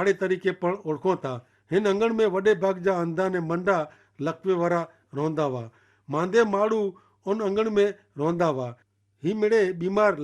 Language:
Kachhi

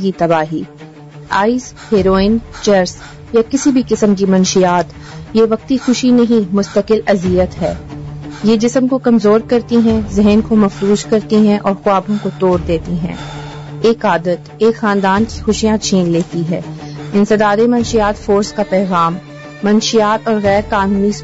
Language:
Urdu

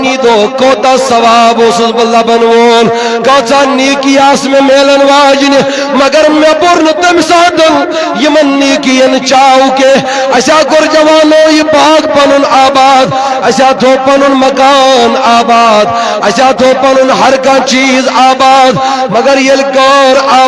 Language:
Kashmiri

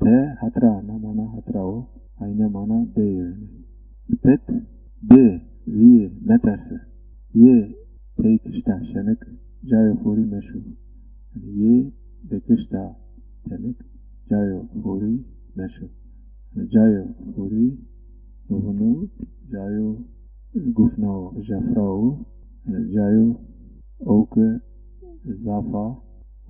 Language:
Zaza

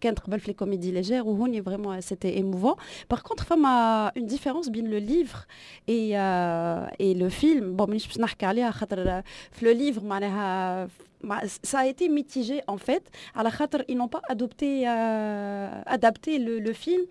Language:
Tunisian Arabic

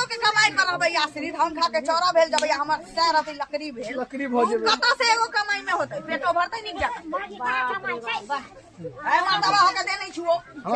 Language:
Maithili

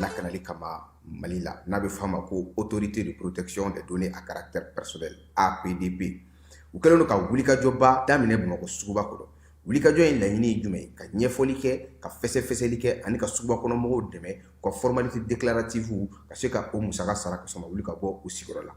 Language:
Bambara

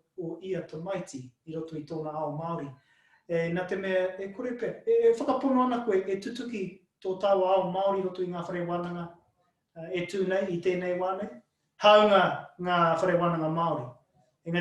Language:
Māori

